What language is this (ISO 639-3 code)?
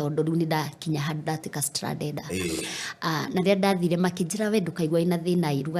kik